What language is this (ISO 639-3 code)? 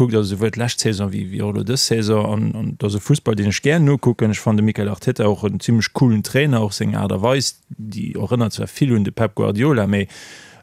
ltz